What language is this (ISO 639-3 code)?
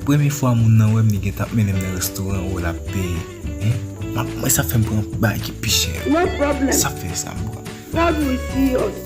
hat